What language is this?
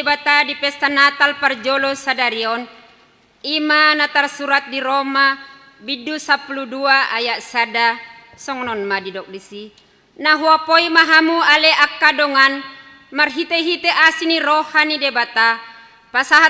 Batak Toba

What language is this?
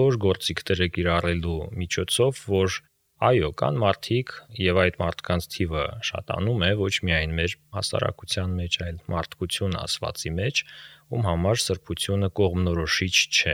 Armenian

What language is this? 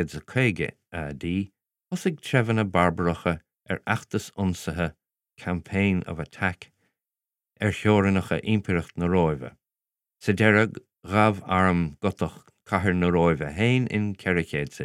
Irish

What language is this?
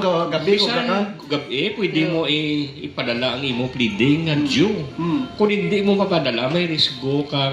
Hiligaynon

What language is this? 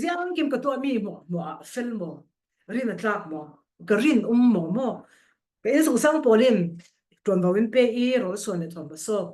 Falam Chin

